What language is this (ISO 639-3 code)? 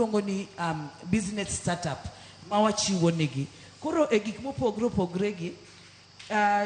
luo